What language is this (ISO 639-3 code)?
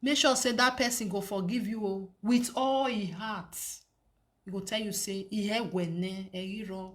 pcm